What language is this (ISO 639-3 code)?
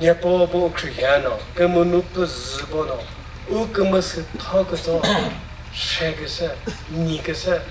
nri